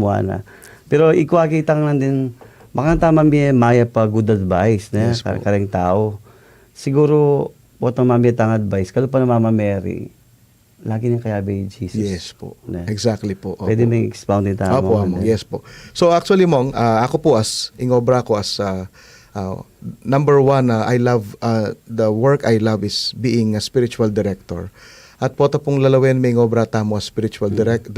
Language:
Pampanga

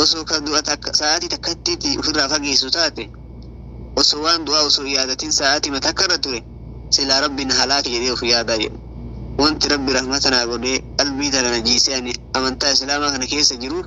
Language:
Oromo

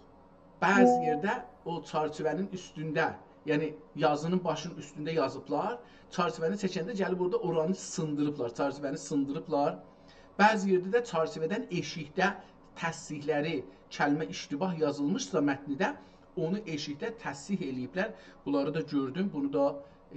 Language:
South Azerbaijani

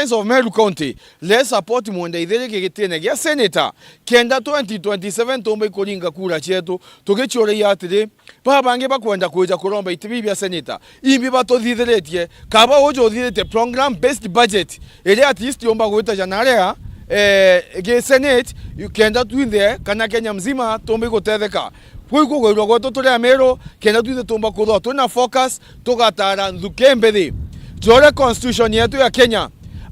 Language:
Meru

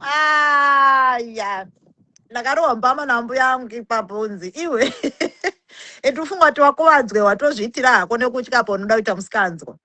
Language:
Shona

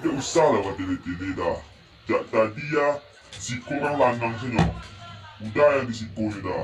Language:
Minangkabau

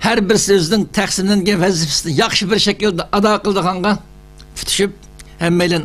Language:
Uyghur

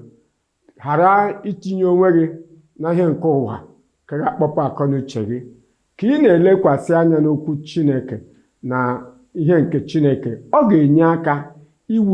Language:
Igbo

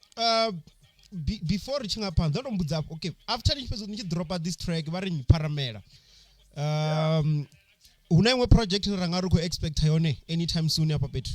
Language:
Venda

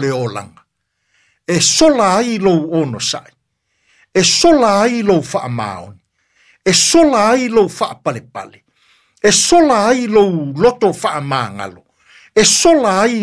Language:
Samoan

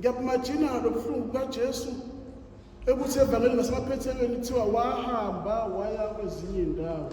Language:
Zulu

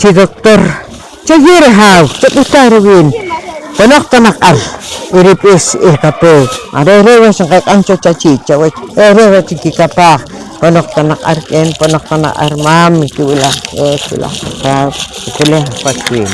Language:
Poqomchi'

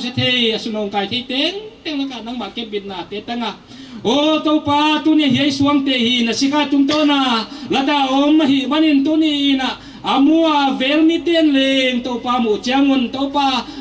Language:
Paite Chin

